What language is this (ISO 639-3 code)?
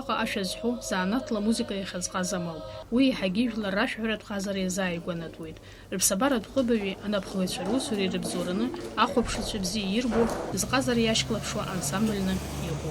abk